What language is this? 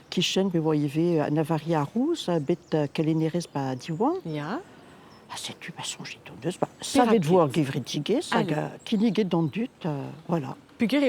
Breton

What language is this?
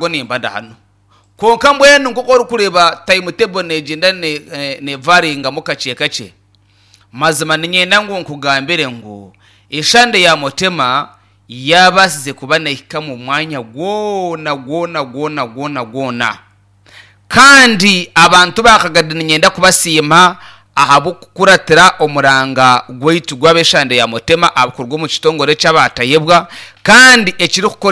Nyankole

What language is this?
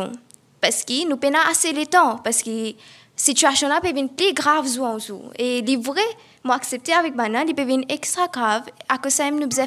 Morisyen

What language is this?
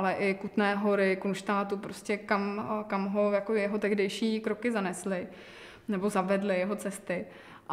Czech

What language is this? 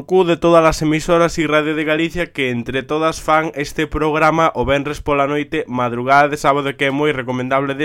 Galician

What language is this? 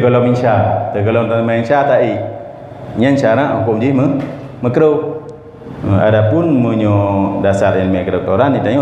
Achinese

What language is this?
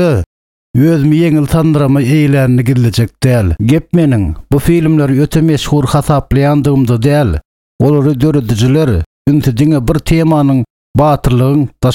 Turkmen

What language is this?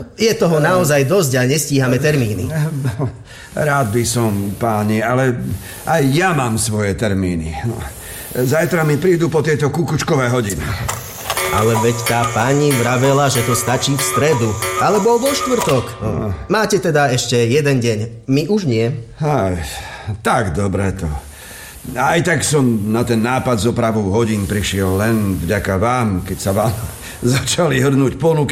Slovak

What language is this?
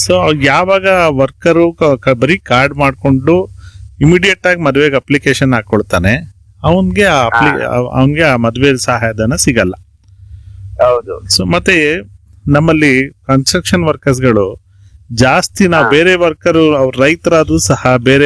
Kannada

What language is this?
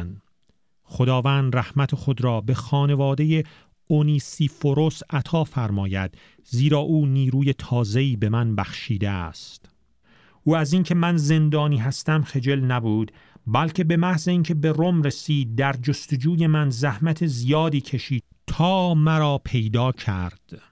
Persian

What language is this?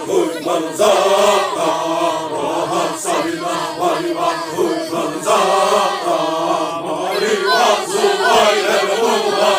Xavánte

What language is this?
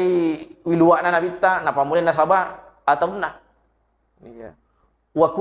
Buginese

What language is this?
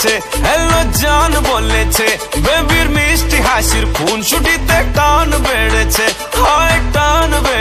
Bangla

